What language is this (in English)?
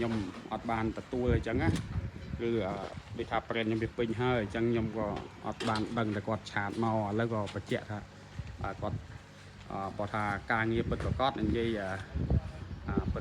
Khmer